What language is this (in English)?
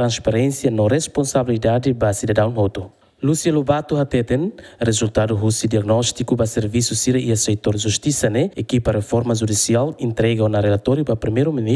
Tetum